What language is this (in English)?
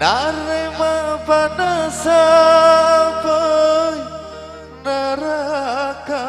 Madurese